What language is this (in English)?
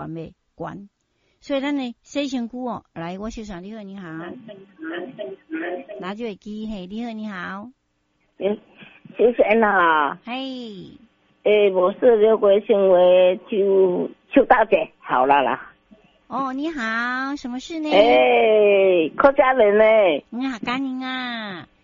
Min Nan Chinese